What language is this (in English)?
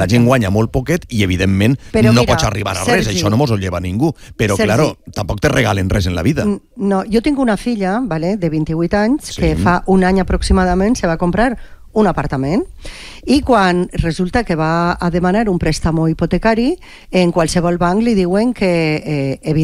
Catalan